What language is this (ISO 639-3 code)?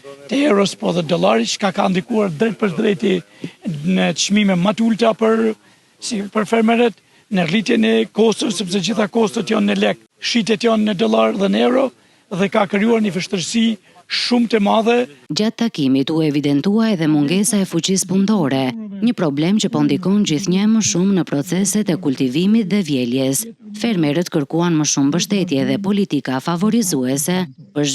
sqi